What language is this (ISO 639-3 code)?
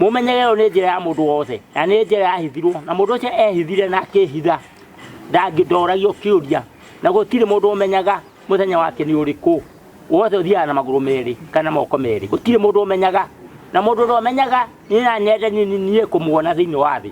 kik